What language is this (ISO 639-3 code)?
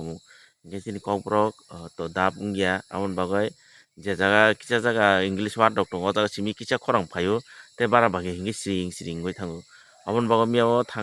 trp